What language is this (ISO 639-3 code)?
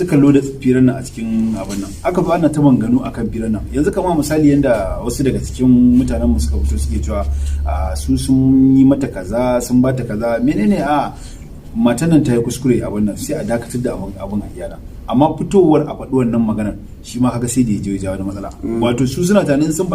hau